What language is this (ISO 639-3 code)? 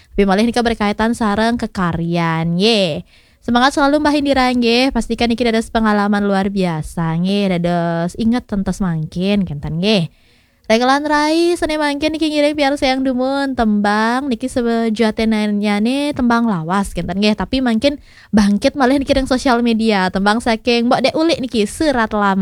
ban